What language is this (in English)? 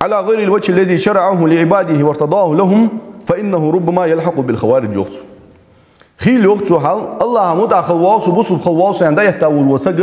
Ingush